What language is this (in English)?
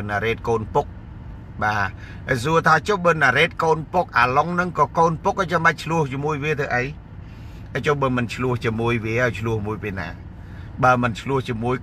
Khmer